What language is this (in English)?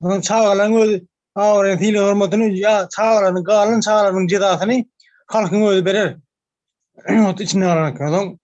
Turkmen